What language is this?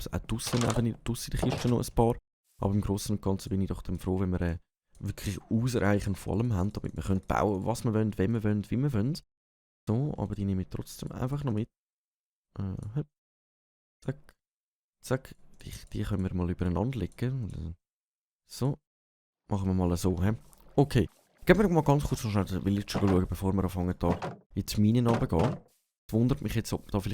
Swiss German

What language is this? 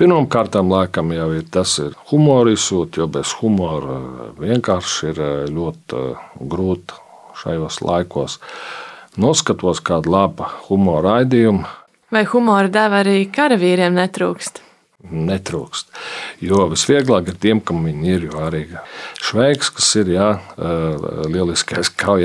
Latvian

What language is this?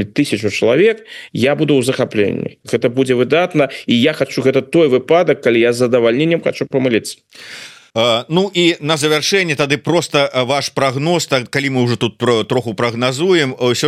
Belarusian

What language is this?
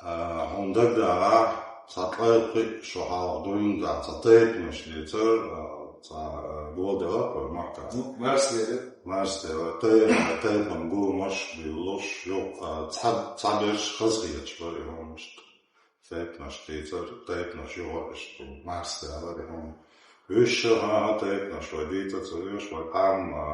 Chechen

